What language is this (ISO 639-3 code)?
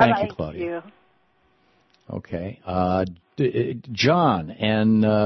eng